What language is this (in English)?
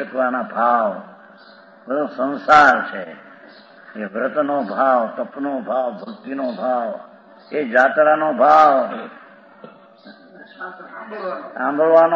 Gujarati